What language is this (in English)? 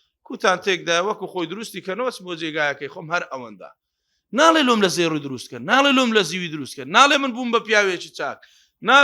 Central Kurdish